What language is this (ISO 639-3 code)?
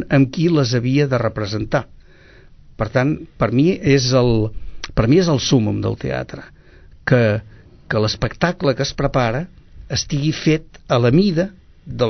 cat